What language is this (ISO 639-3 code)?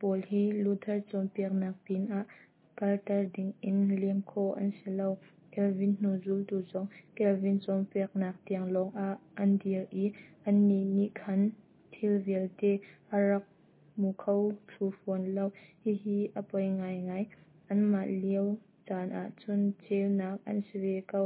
cnh